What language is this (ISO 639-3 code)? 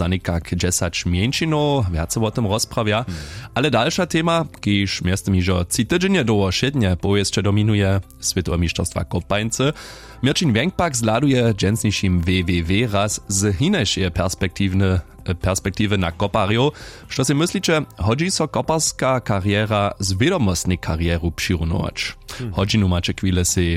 hsb